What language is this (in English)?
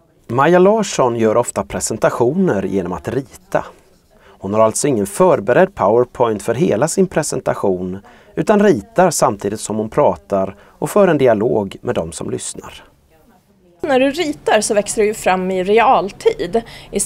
Swedish